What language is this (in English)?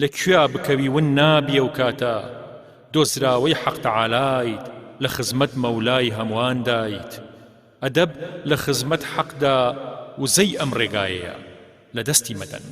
Central Kurdish